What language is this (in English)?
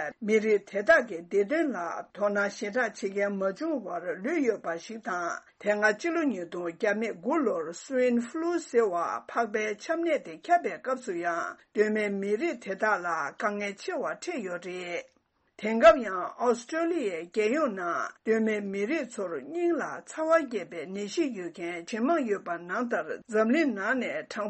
Tibetan